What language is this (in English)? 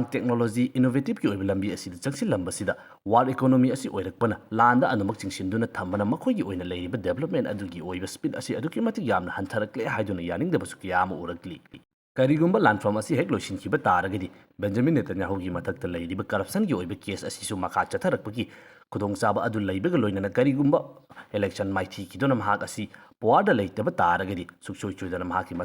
Manipuri